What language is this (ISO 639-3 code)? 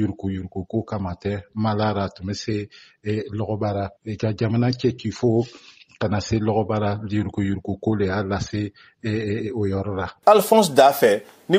bam